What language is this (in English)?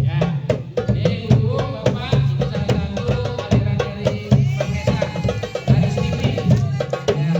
Betawi